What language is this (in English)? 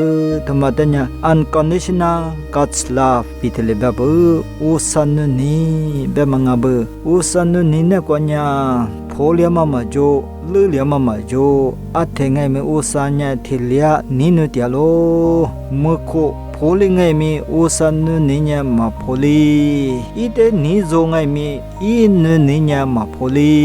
Lisu